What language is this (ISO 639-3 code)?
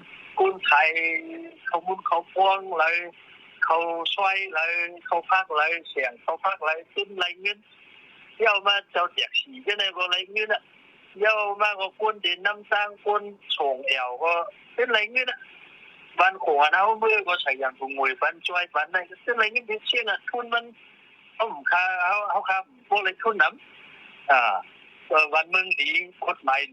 shn